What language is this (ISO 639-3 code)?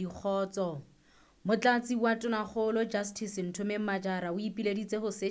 sot